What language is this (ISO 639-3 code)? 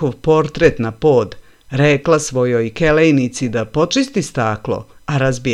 srp